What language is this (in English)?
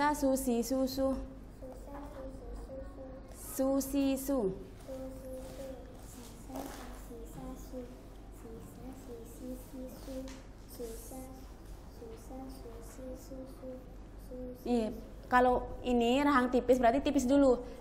Indonesian